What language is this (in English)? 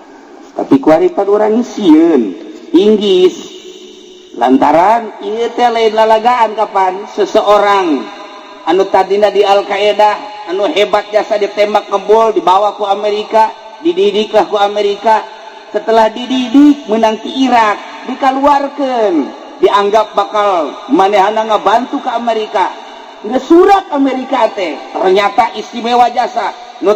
Sundanese